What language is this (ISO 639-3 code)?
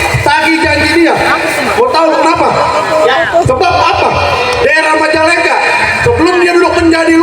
bew